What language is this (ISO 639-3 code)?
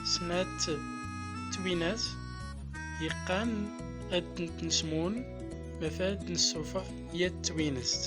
tzm